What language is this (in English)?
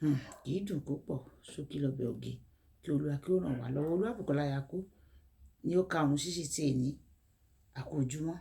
Yoruba